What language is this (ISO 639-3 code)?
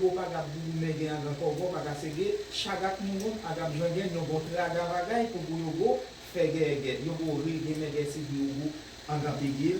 hat